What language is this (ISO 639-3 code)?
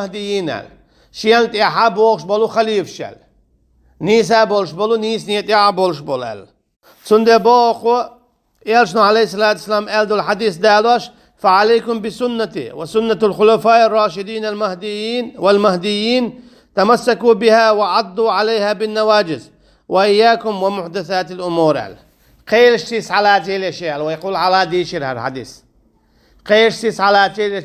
che